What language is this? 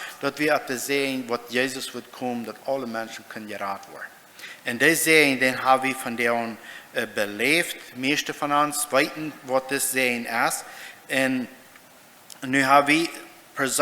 Plautdietsch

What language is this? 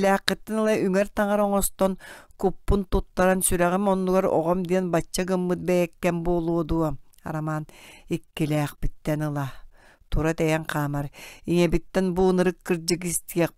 Yakut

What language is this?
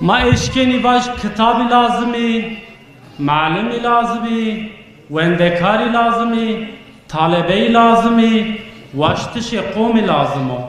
Zaza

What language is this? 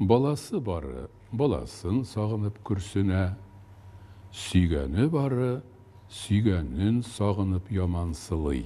Tatar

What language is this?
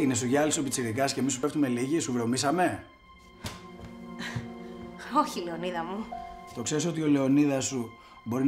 Greek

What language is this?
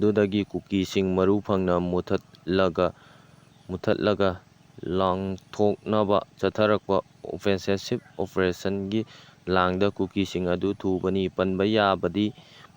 Manipuri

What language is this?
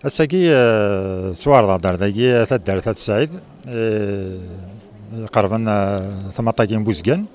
Kabyle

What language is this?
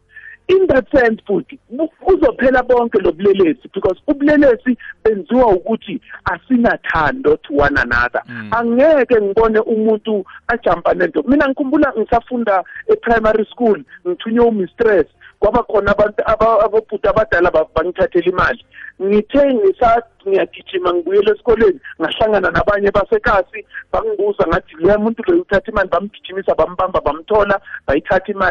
South Ndebele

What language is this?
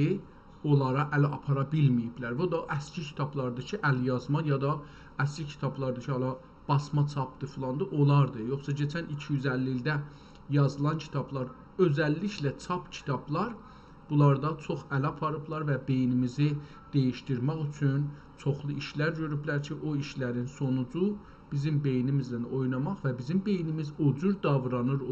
South Azerbaijani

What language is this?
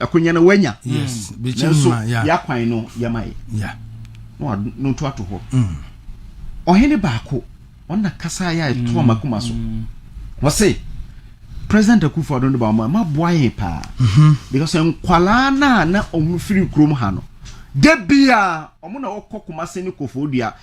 Akan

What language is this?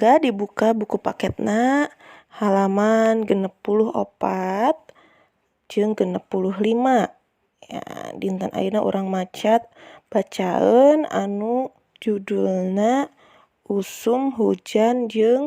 Sundanese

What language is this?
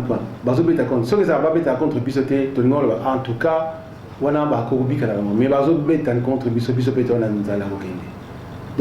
Lingala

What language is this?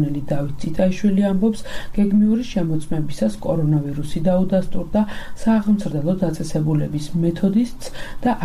Georgian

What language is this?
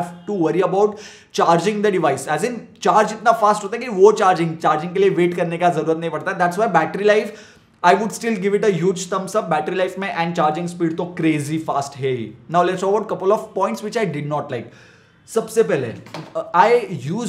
Hindi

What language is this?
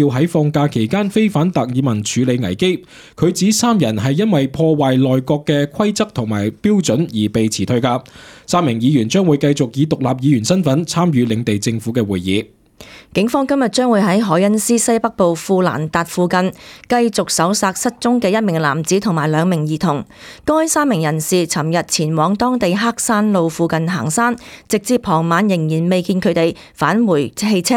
Cantonese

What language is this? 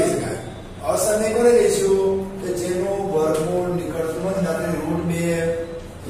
Gujarati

